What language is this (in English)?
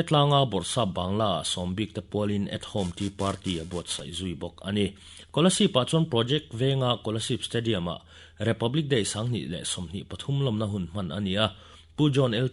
Mizo